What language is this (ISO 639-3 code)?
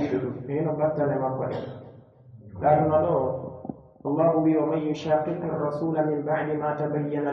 fuf